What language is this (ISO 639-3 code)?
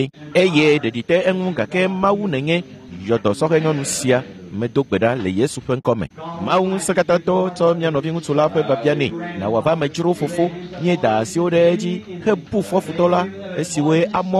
ewe